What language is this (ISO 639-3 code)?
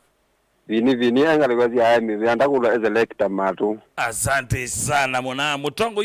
kam